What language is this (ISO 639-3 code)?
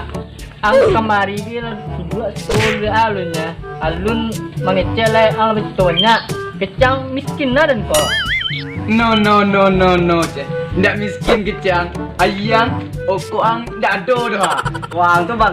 min